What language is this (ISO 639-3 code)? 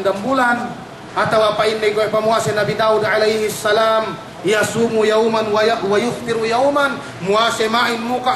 yka